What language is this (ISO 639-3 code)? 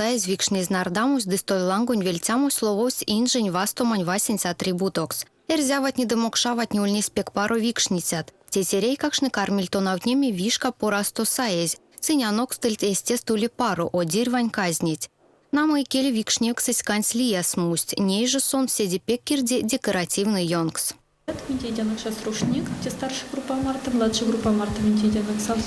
myv